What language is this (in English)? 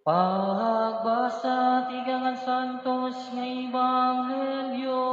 Waray